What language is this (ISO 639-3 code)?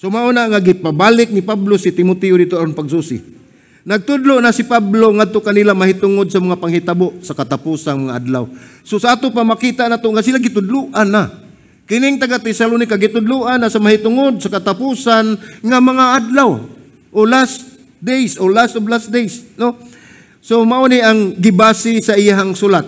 ceb